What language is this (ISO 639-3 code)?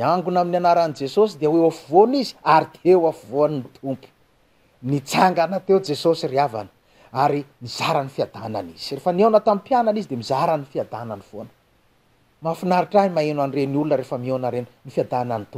mlg